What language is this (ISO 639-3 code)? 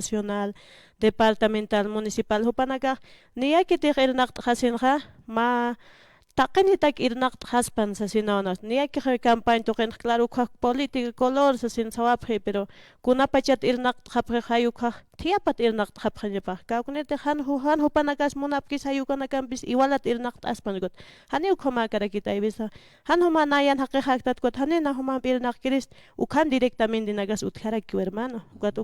aym